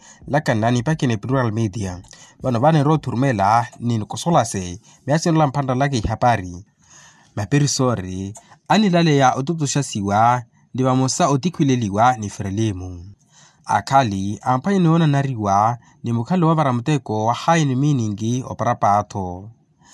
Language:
Makhuwa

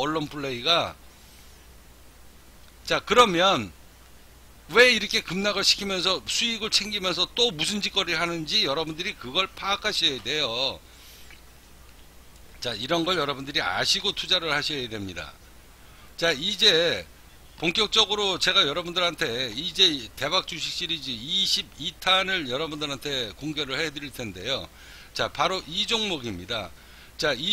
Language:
Korean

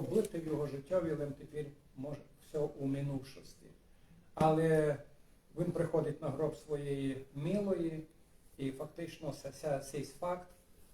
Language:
Rusyn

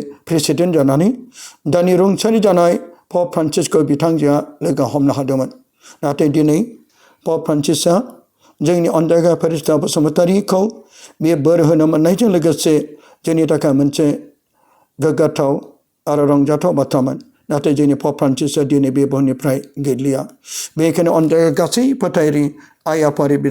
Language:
Bodo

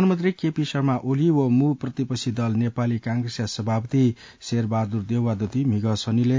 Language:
Newari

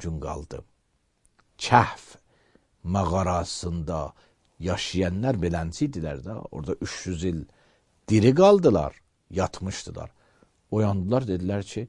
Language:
Azerbaijani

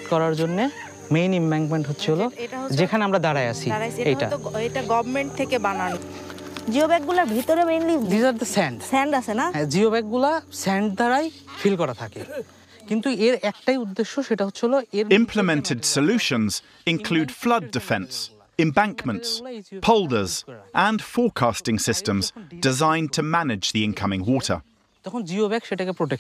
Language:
Bangla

